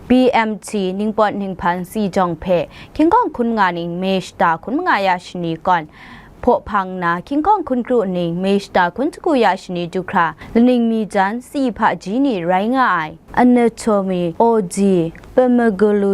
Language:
Kachin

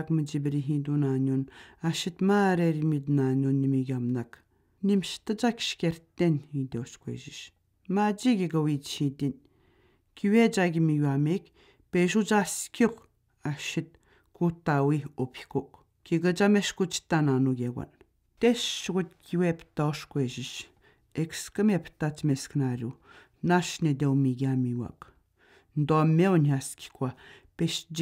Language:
Atikamekw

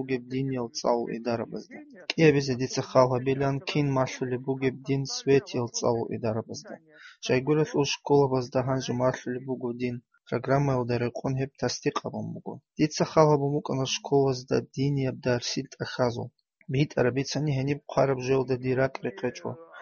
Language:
Avaric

